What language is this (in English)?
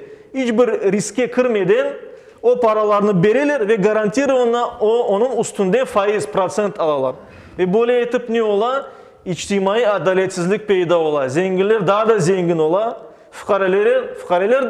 Crimean Tatar